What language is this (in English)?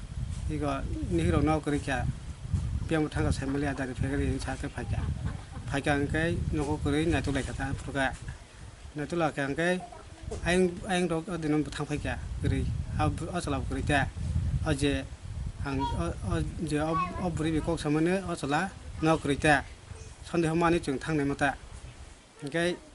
Kok Borok